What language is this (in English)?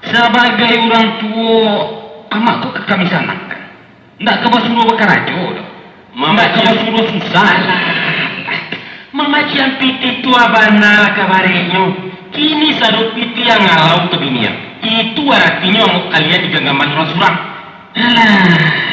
Minangkabau